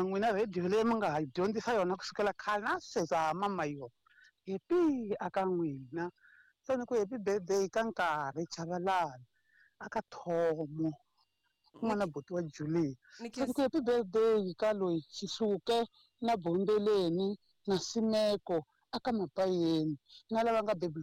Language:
Tsonga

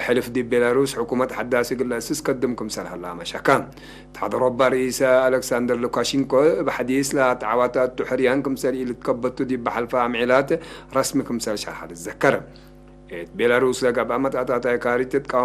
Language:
Tigre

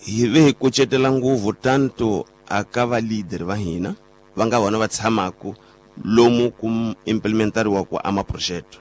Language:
Tsonga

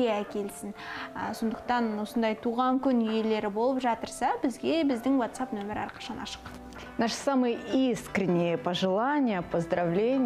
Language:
Kazakh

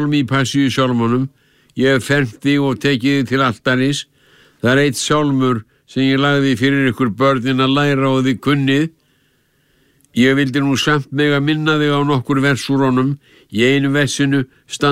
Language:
Icelandic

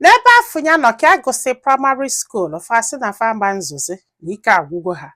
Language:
Igbo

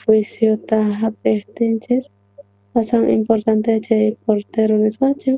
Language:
South Bolivian Quechua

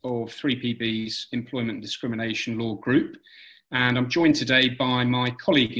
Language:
English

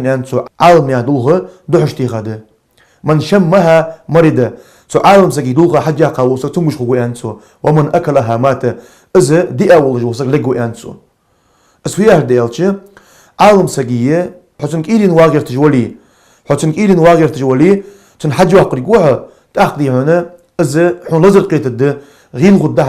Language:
Ingush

